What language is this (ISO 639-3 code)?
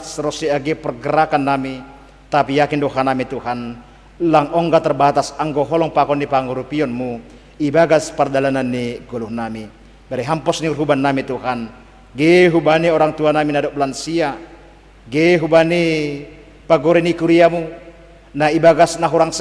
bts